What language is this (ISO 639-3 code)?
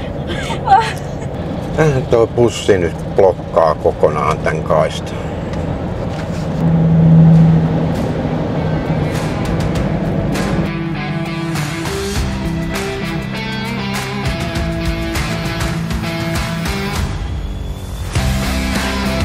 fin